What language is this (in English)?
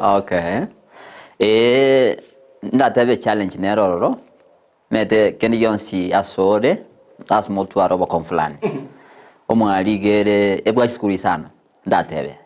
Gusii